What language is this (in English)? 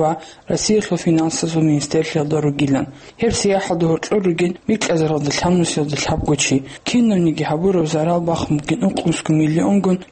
Avaric